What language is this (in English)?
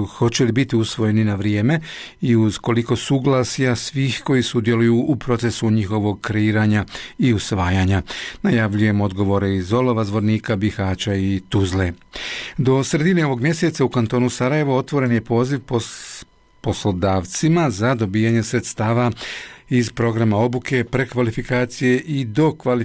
Bosnian